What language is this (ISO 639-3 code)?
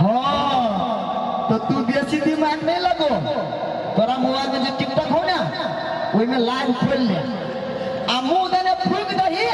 mai